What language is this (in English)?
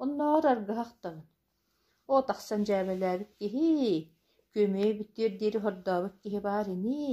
Yakut